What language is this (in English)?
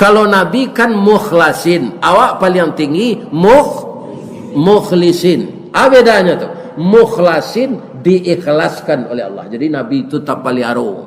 Minangkabau